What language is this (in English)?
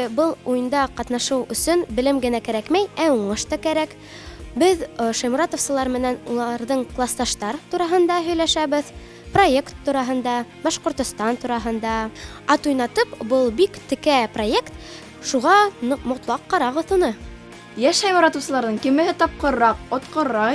Bashkir